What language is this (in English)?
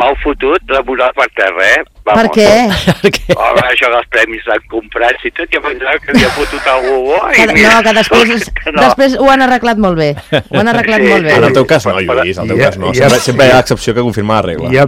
Catalan